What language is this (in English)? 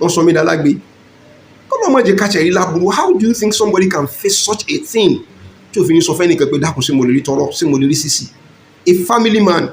Yoruba